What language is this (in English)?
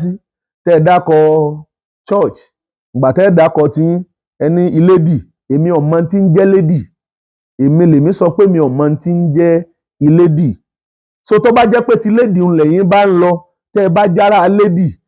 Yoruba